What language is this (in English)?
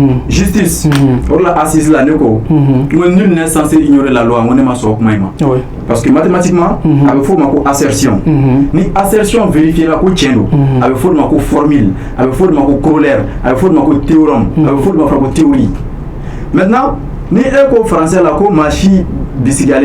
Bambara